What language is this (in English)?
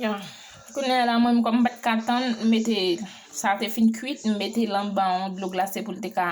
Haitian Creole